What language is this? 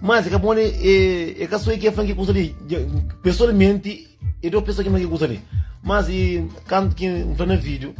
Kabuverdianu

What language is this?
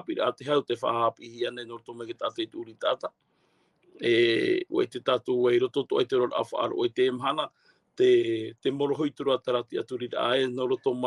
Tahitian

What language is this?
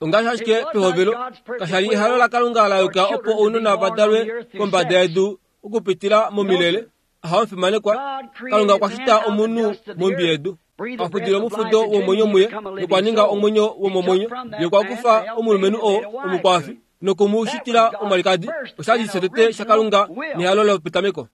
Kuanyama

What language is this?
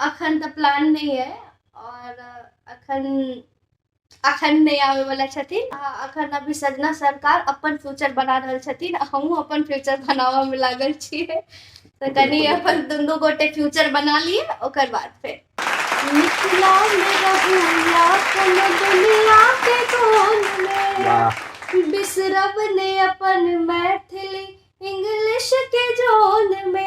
Maithili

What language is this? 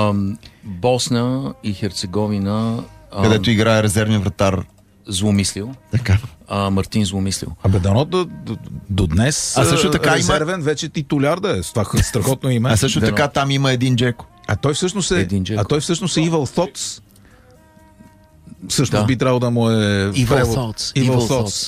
Bulgarian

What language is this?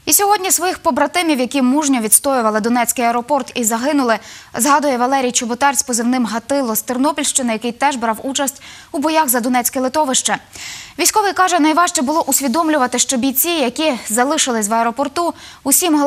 Ukrainian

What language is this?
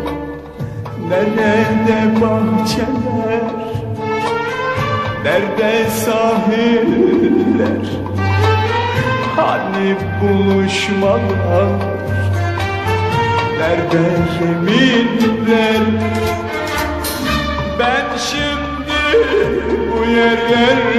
Turkish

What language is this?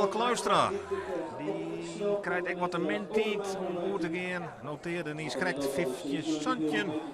Western Frisian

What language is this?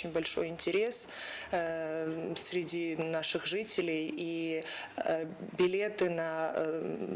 Ossetic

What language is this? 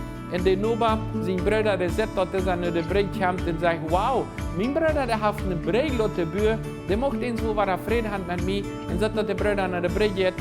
Plautdietsch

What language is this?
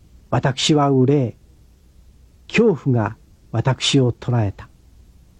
Japanese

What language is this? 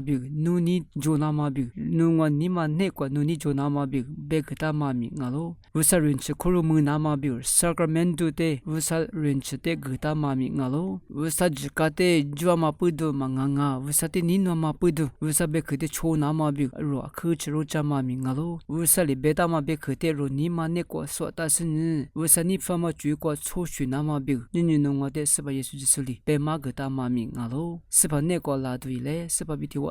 Lisu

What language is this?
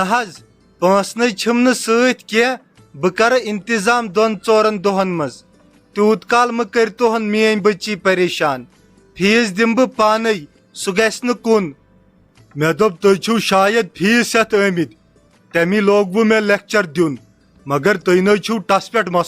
Kashmiri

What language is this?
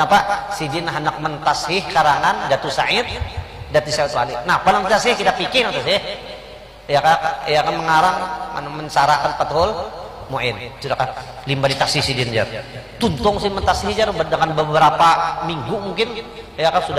Banjar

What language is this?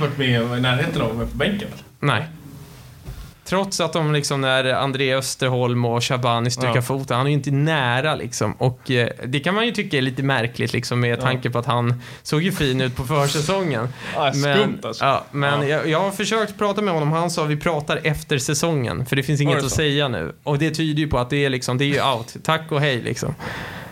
Swedish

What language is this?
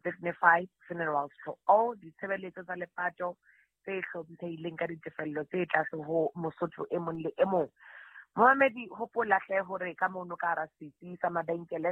Southern Sotho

